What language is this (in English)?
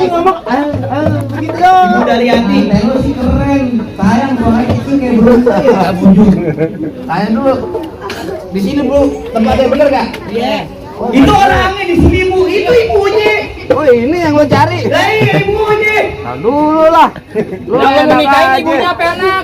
Betawi